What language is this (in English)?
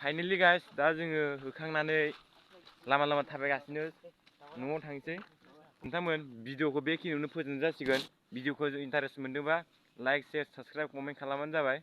Bodo